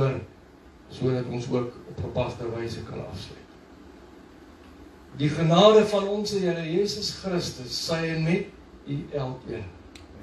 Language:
Afrikaans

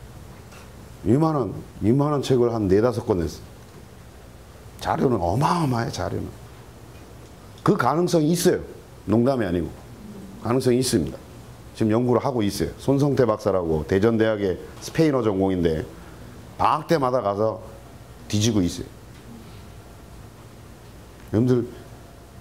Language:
Korean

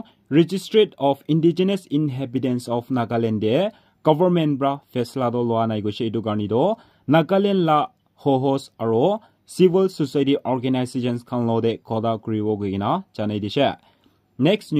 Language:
Naga Pidgin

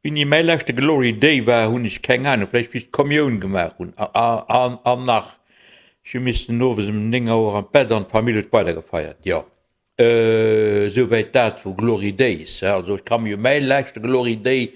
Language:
Luxembourgish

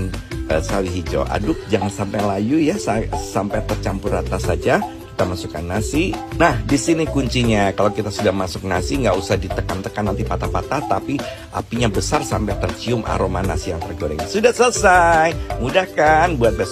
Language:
Indonesian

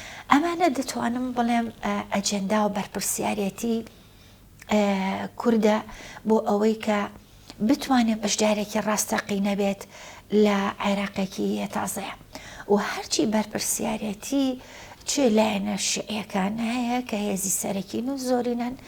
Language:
Central Kurdish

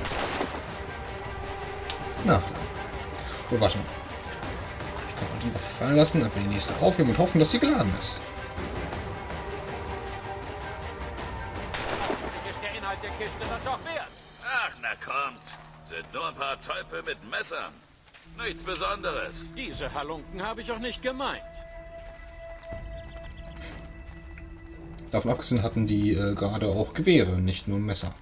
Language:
German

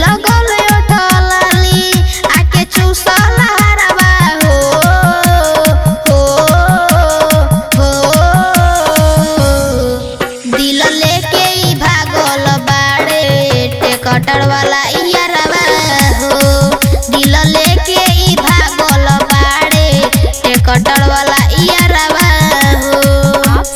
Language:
Bhojpuri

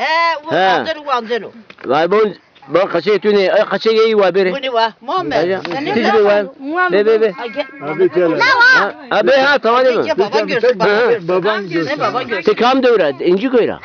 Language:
Zaza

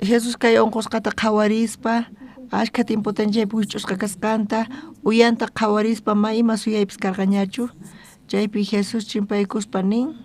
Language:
South Bolivian Quechua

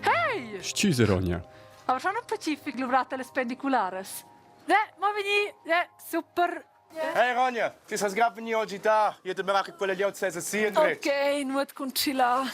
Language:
Romansh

